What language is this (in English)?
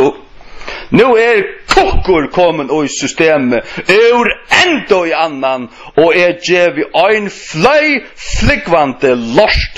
Faroese